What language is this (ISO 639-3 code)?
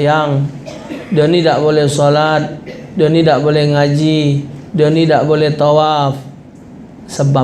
mui